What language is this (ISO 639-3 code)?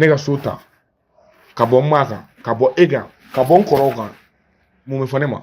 bam